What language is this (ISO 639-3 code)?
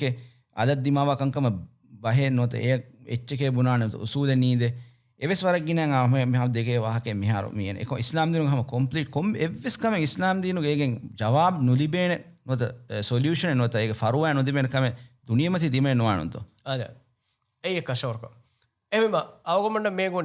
div